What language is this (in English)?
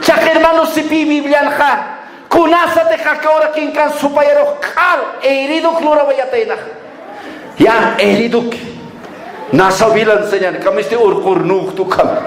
Aymara